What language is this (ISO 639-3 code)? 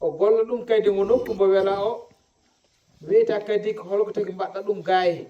ful